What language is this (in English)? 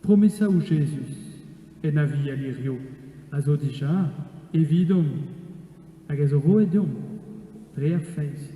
Breton